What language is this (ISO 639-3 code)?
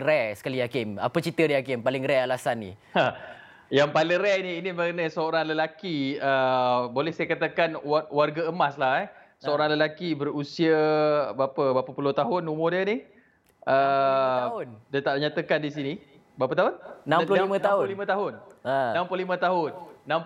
msa